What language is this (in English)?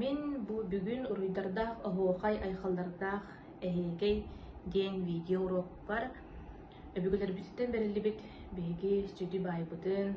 Yakut